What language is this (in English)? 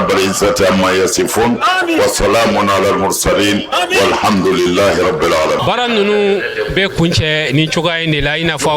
Bambara